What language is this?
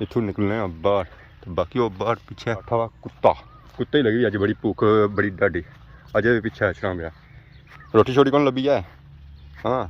Pahari-Potwari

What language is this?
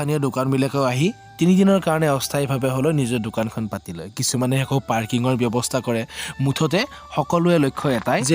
Assamese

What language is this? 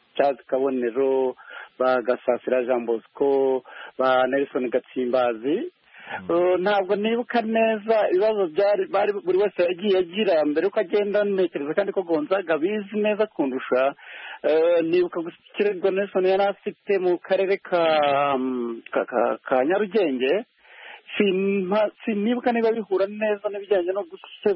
Kinyarwanda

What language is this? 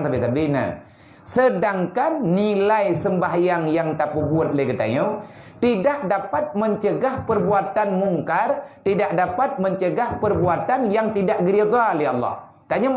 Achinese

